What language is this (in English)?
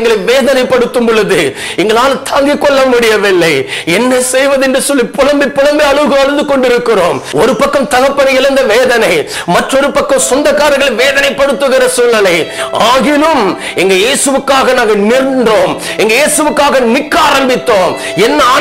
Tamil